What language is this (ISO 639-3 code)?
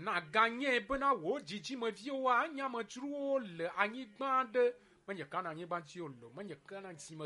ewe